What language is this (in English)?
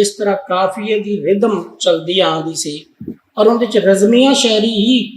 Western Panjabi